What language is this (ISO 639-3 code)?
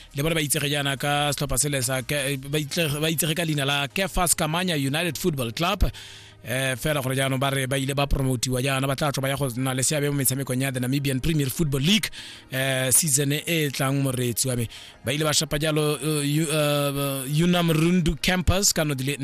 tsn